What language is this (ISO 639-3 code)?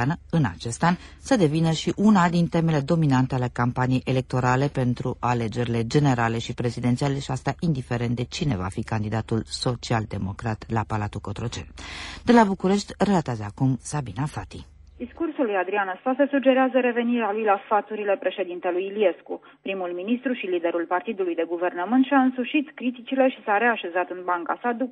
ron